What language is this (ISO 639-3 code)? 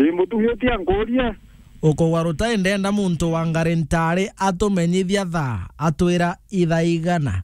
mer